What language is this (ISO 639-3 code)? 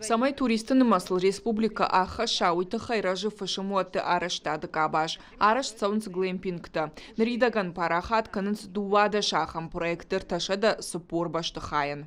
oss